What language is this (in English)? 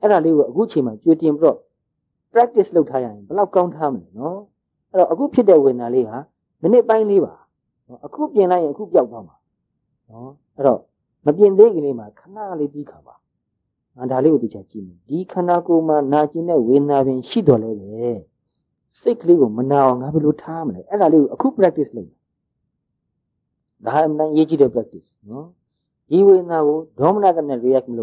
Burmese